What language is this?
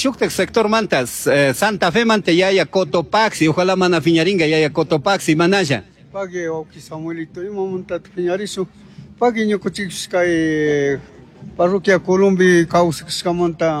Chimborazo Highland Quichua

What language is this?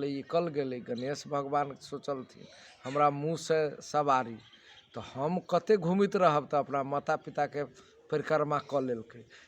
Magahi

